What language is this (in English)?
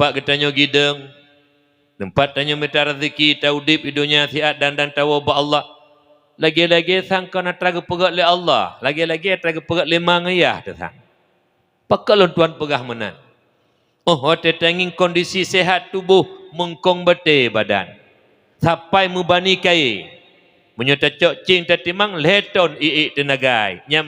Achinese